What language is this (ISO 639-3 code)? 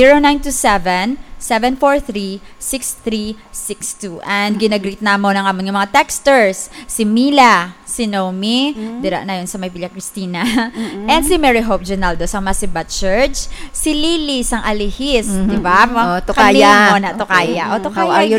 hil